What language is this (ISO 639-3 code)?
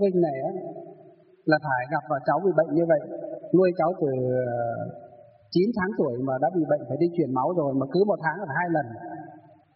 vie